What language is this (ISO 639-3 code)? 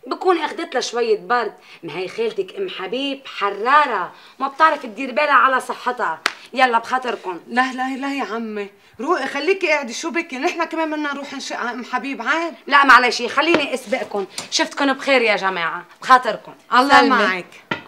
apc